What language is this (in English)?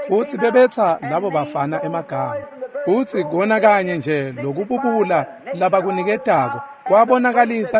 Swati